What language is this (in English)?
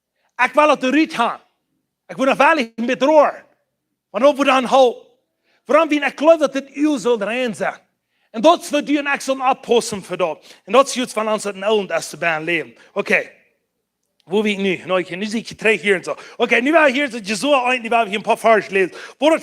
Plautdietsch